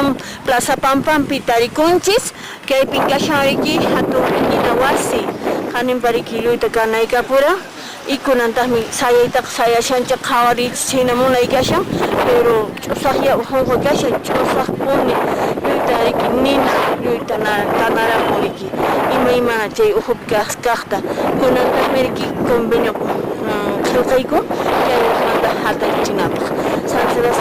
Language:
Quechua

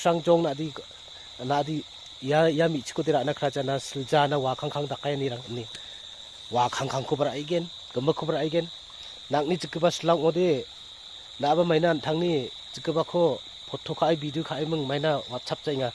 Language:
Garo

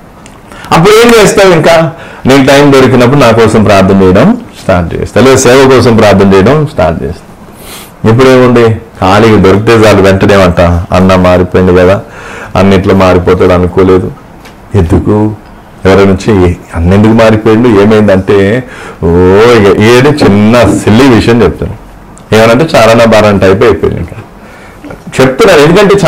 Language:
Telugu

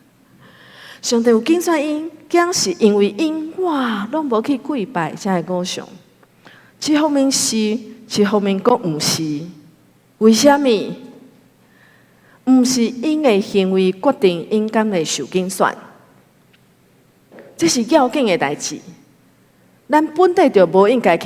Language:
Min Nan Chinese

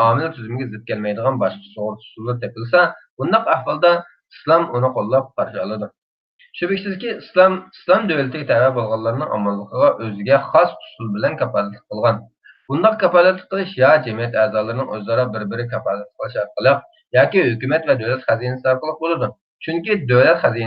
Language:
Uyghur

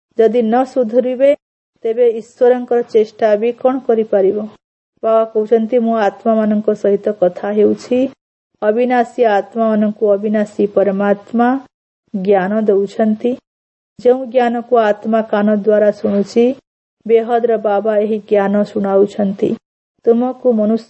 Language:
Odia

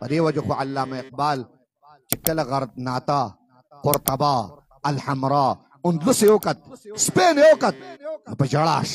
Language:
Pashto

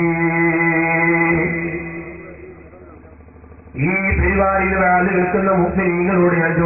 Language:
Malayalam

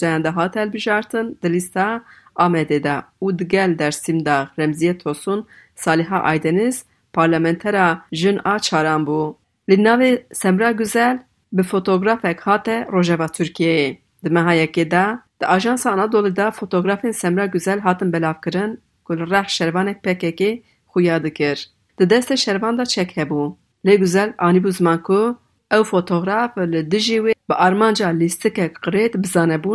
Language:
Kurdish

